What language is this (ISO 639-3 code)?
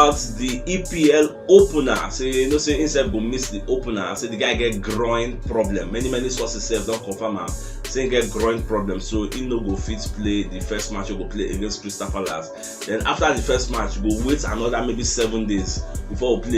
pcm